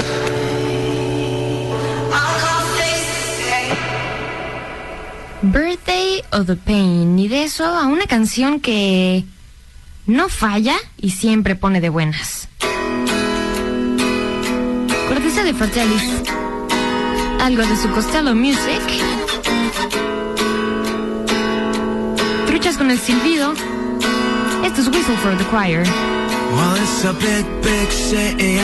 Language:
Spanish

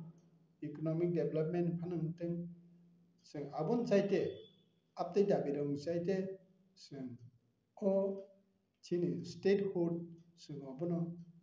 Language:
Kok Borok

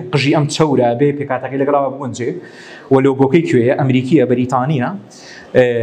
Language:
Central Kurdish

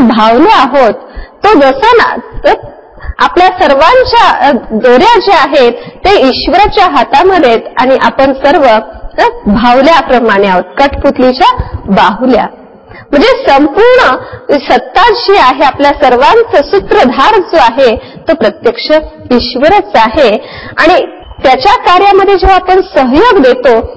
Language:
Marathi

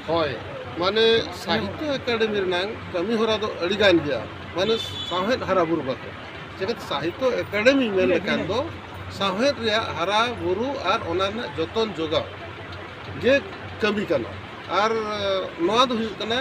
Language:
Santali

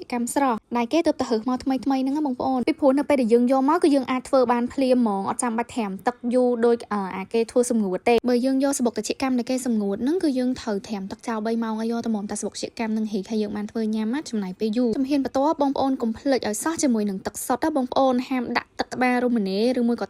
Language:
Khmer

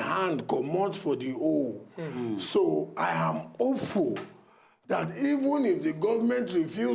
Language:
Nigerian Pidgin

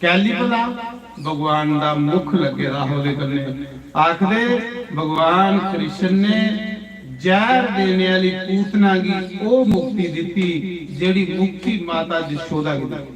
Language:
Dogri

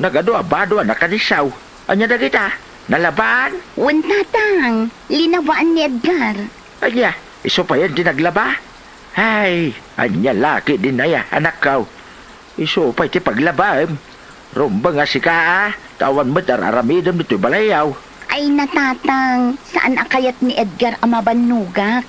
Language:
Iloko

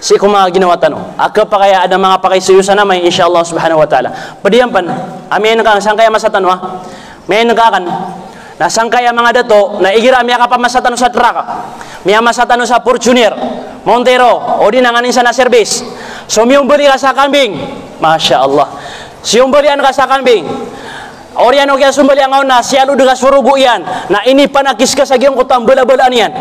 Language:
Maranao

